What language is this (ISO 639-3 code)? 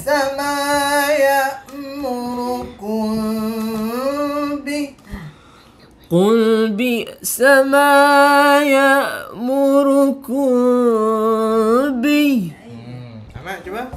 msa